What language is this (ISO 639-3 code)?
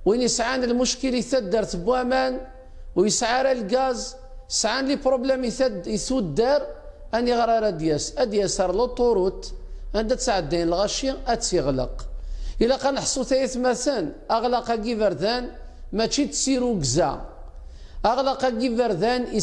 kab